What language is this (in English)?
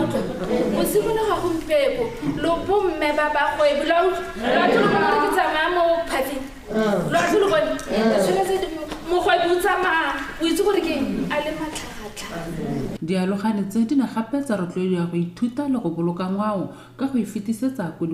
Tswana